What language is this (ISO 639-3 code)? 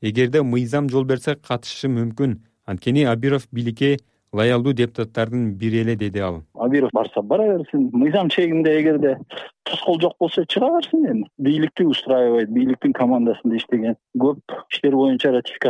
kir